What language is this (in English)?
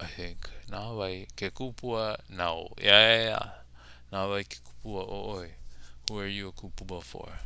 Hawaiian